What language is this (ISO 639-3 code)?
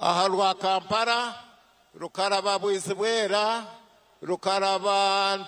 nyn